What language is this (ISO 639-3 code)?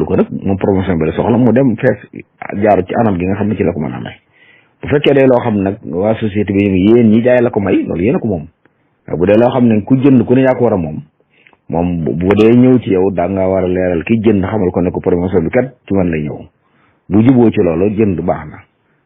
wol